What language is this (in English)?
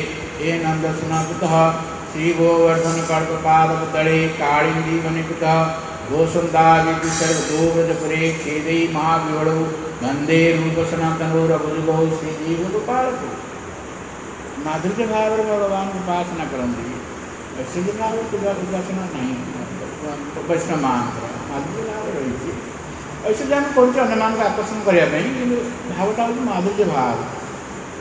Odia